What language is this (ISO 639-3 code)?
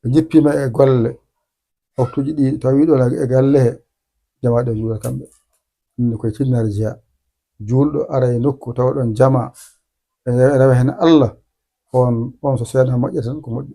ful